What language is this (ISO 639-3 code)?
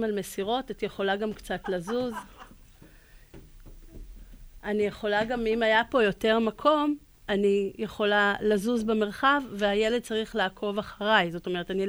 heb